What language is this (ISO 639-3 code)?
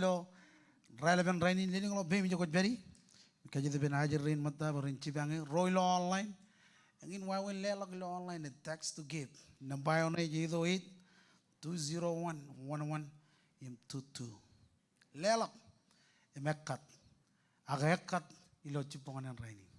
mah